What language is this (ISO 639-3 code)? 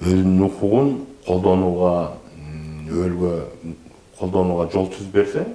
kir